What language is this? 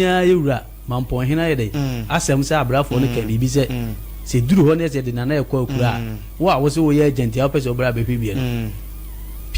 Akan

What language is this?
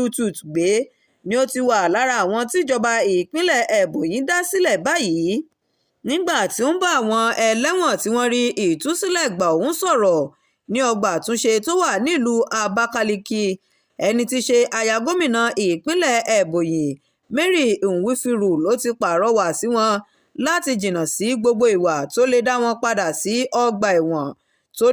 Yoruba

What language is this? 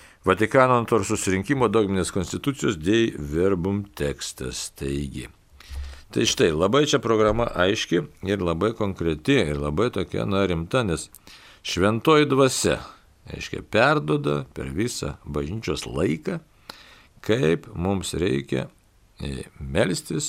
Lithuanian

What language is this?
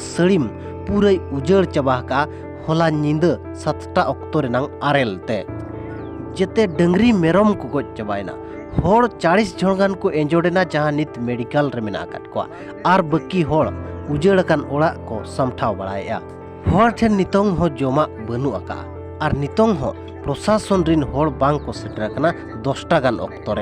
Santali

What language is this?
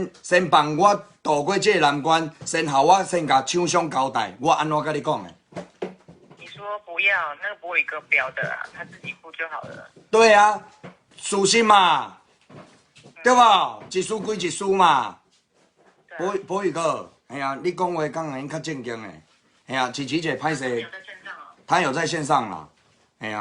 Min Nan Chinese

